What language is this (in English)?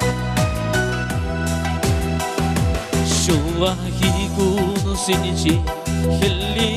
Chuvash